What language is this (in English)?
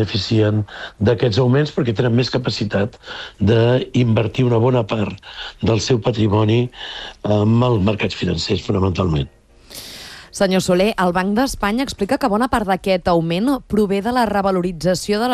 Catalan